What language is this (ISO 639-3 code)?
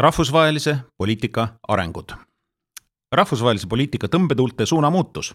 est